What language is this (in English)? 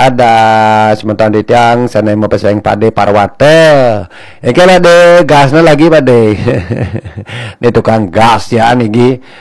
Balinese